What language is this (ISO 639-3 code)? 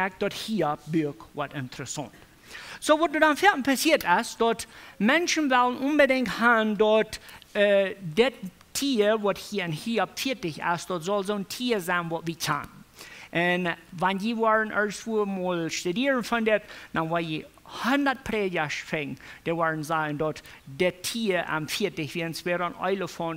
pdt